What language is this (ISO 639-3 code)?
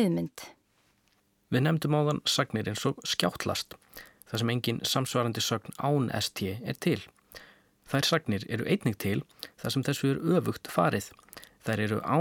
isl